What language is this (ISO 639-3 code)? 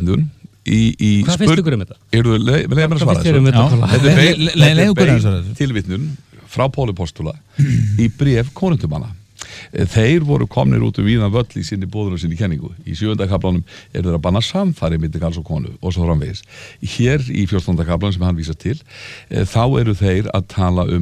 isl